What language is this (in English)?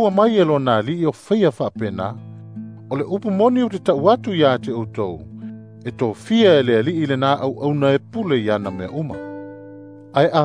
Samoan